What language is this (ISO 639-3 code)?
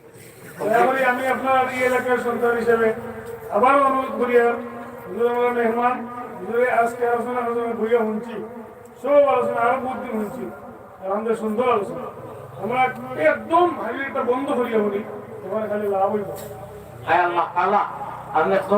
syl